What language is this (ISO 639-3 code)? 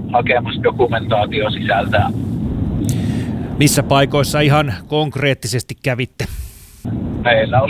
fin